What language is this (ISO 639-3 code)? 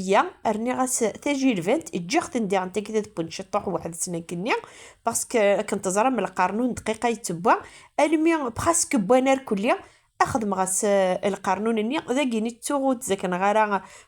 kab